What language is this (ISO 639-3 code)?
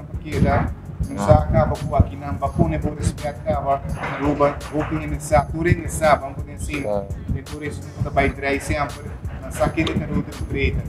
por